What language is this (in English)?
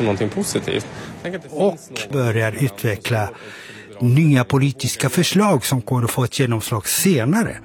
Swedish